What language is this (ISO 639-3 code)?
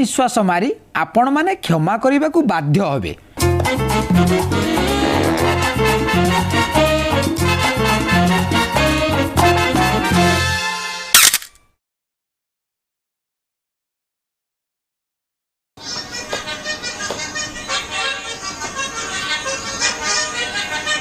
ori